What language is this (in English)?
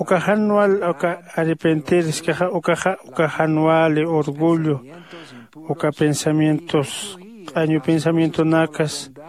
Aymara